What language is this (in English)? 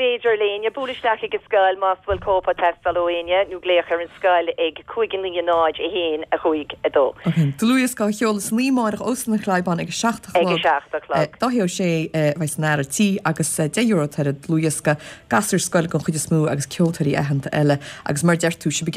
Irish